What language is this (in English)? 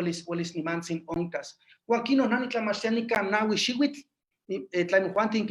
Eastern Huasteca Nahuatl